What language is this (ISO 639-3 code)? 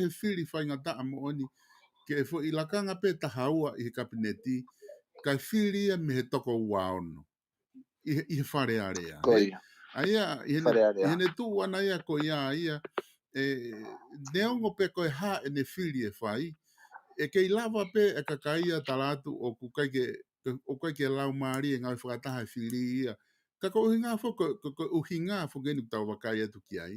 ton